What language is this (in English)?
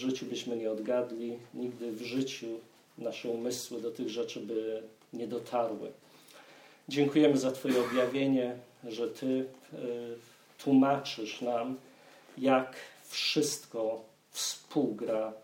Polish